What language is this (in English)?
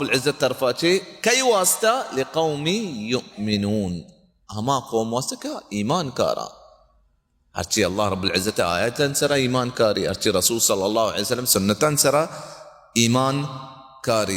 Baluchi